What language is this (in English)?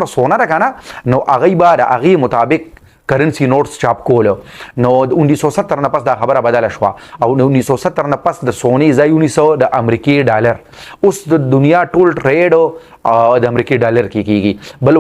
Pashto